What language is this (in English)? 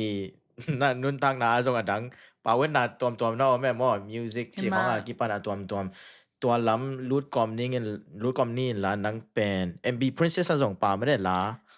Tedim Chin